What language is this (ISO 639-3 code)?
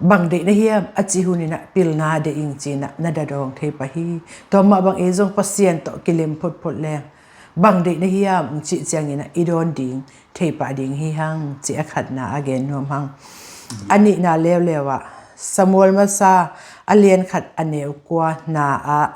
ctd